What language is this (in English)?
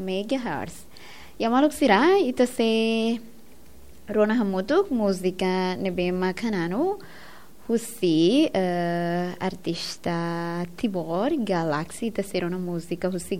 Tetum